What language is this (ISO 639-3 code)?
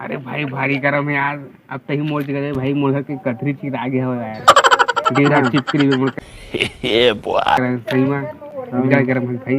hne